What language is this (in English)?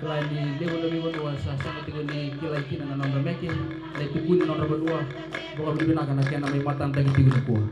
Fijian